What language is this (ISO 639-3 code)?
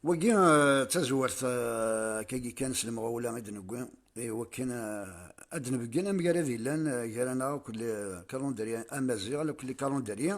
kab